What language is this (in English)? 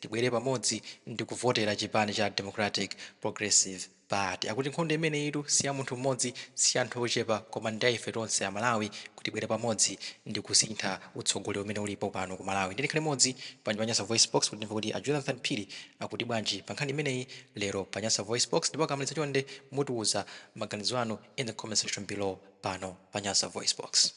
Nyanja